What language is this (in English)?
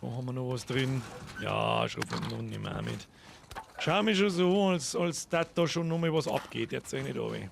Bavarian